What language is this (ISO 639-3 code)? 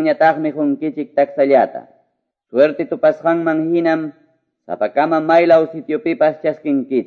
que